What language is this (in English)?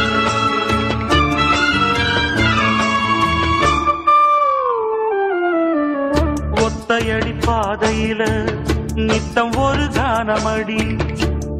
Tamil